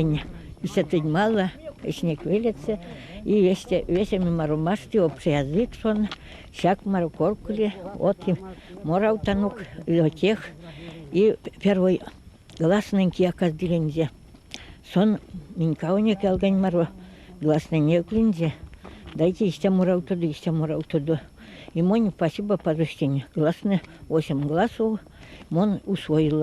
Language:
Erzya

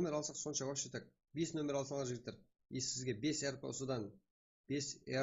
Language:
Kara-Kalpak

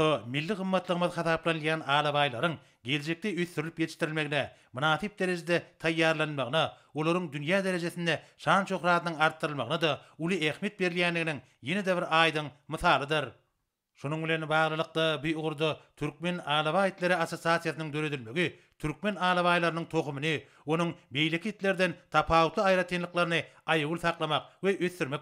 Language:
Turkmen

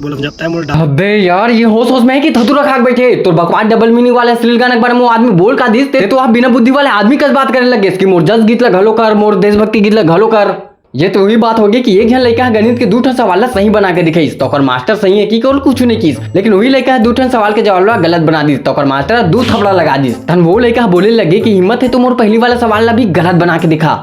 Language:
Chhattisgarhi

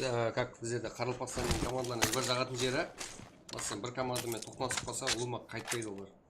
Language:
Kara-Kalpak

